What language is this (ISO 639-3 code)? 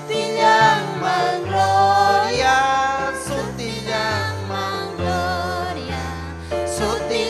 quy